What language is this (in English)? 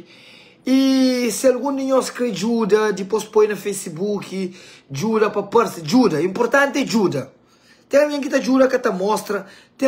Kabuverdianu